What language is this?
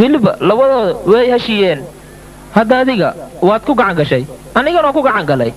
Somali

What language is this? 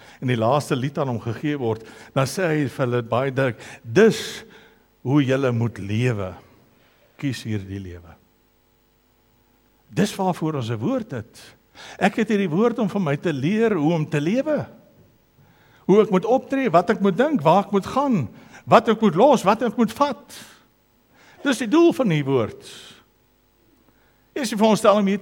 Afrikaans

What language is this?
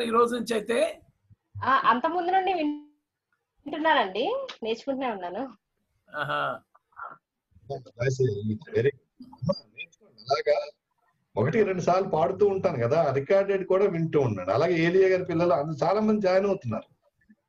Telugu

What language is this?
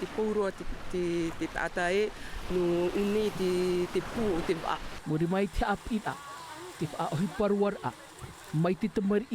Tahitian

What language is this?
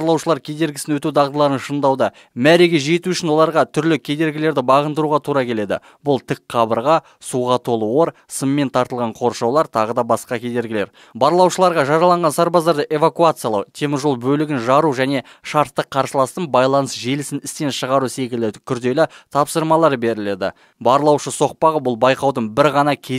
Kazakh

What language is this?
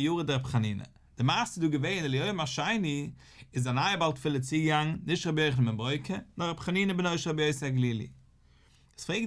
Yiddish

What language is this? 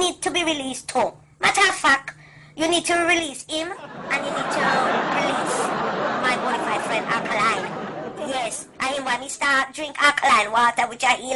Jamaican Creole English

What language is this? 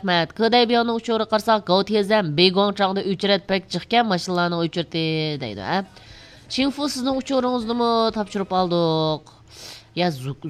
Uyghur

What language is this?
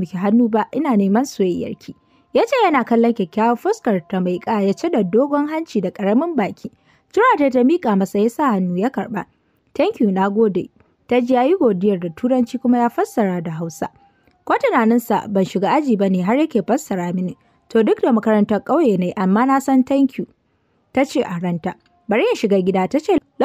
Hausa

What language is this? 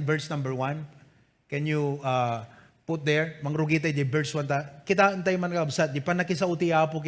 Iloko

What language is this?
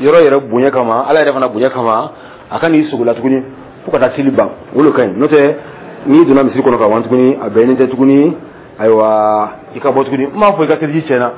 Dyula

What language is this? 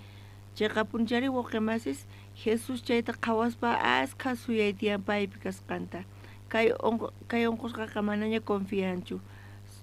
South Bolivian Quechua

